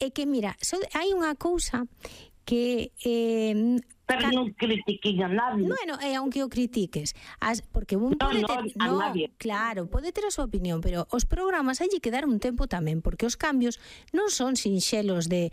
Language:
Galician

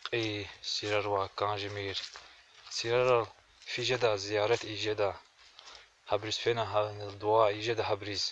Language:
Lezghian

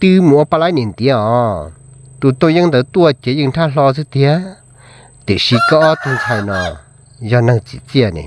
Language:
Hmong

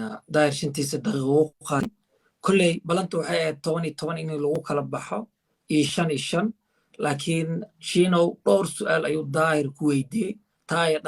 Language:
Somali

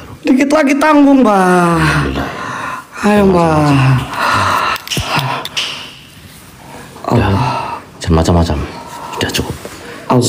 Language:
Indonesian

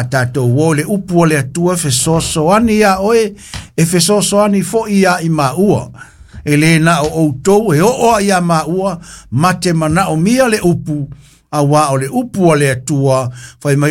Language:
Samoan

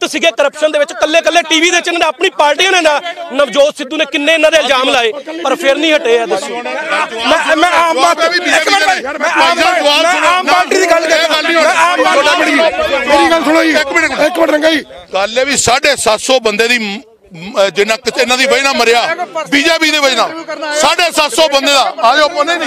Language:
Punjabi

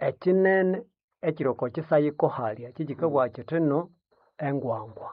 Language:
Nande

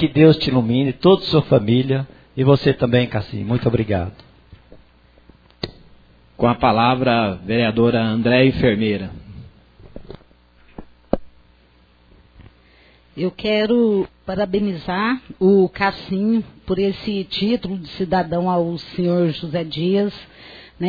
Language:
Portuguese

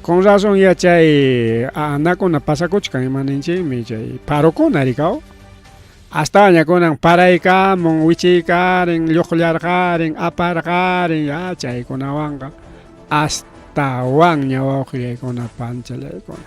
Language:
Ayacucho Quechua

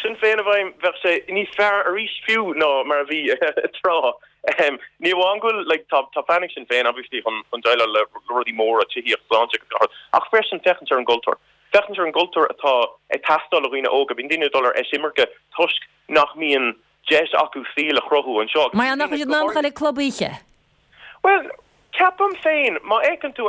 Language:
Irish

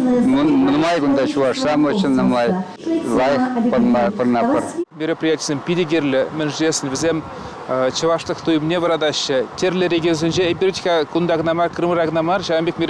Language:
Chuvash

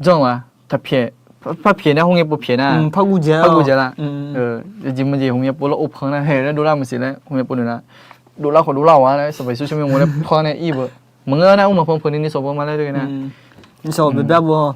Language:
Akha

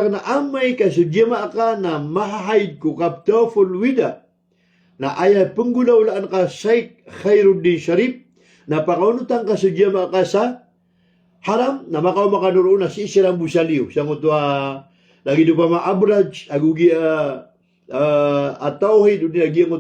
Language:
Maranao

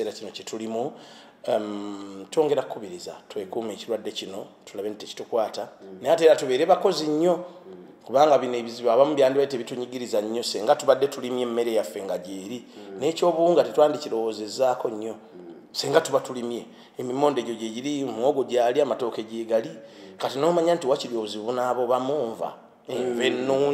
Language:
Ganda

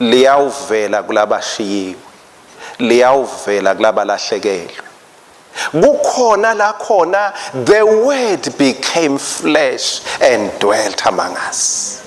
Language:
Swati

